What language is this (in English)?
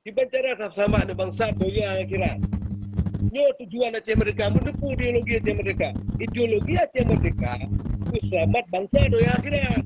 Achinese